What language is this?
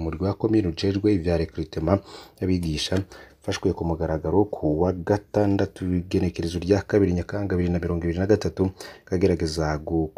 Rundi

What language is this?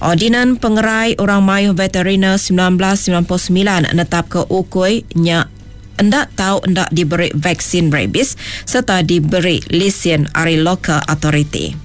Iban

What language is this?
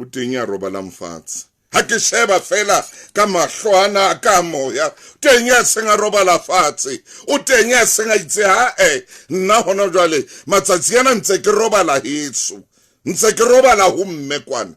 Southern Sotho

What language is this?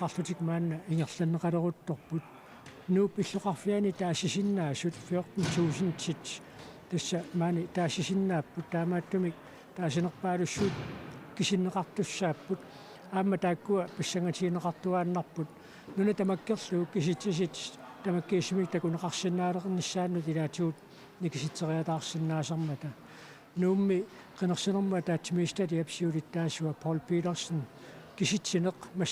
Kalaallisut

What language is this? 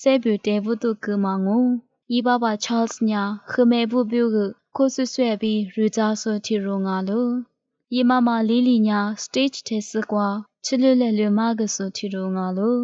Lisu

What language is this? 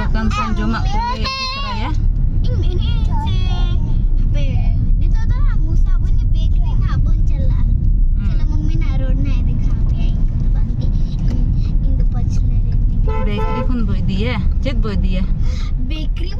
Santali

